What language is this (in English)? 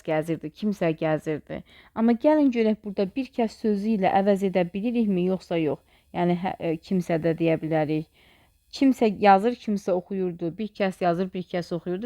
Azerbaijani